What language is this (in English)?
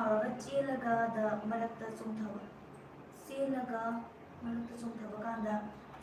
Manipuri